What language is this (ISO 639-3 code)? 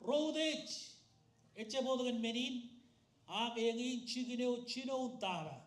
mah